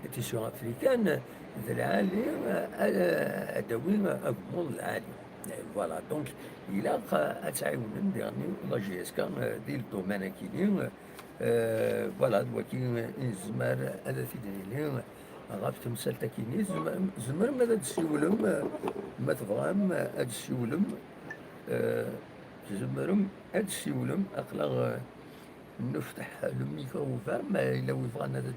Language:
Kabyle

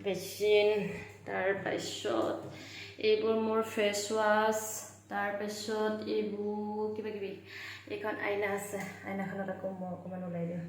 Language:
Assamese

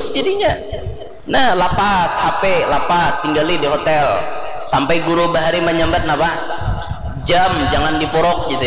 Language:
Banjar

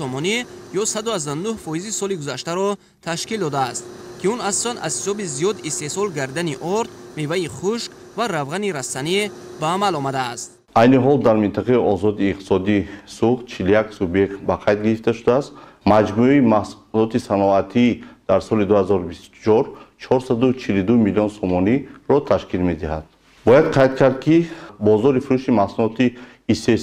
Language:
Tajik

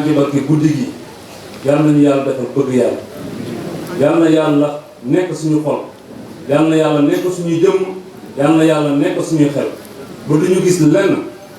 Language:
Wolof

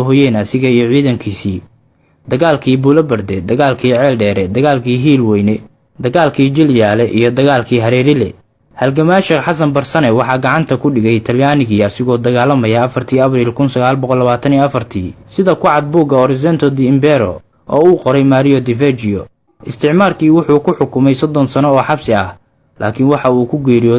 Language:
Somali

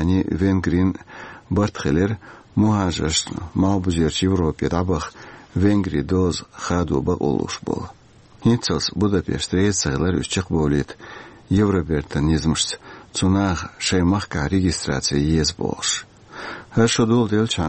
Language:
Chechen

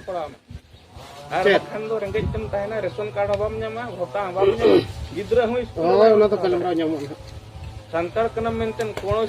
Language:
Santali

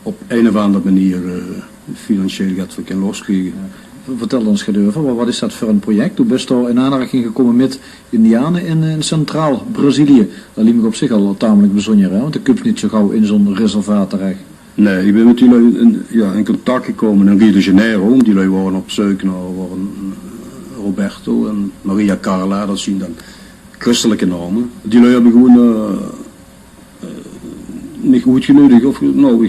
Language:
Limburgish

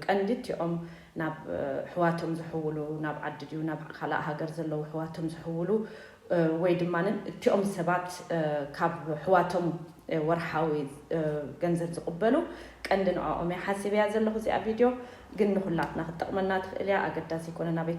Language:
Tigrinya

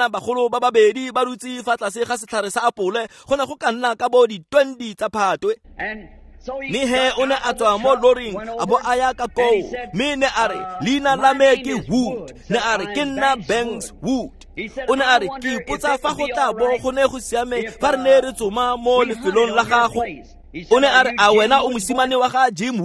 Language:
Tswana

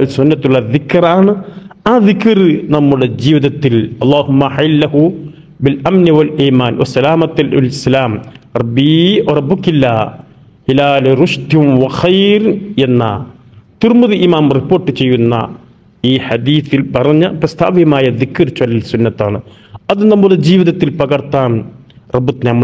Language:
Malayalam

